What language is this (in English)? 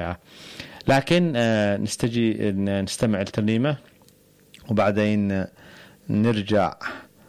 Egyptian Arabic